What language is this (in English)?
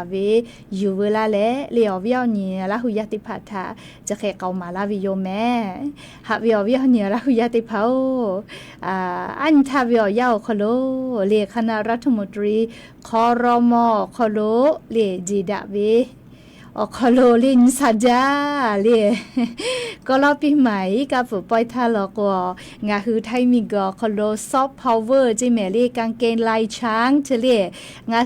Lahu